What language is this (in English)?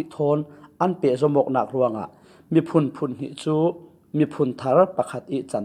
Falam Chin